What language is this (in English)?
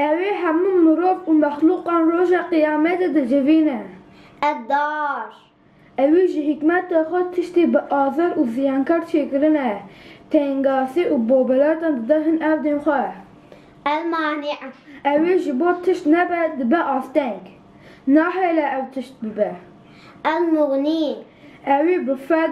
Kurdish